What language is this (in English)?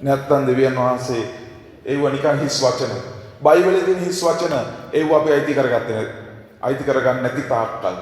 Sinhala